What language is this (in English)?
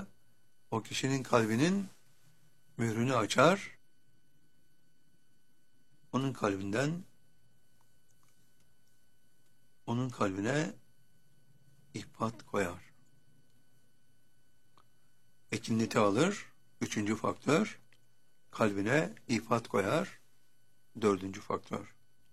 Turkish